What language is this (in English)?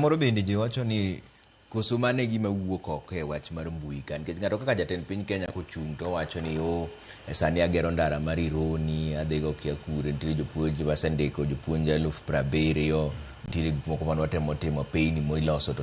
Luo (Kenya and Tanzania)